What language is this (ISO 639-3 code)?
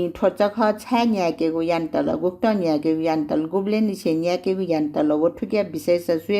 new